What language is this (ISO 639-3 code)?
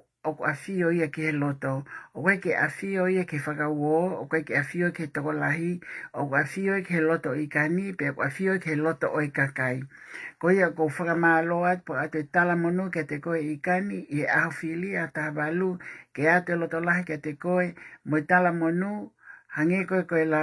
ton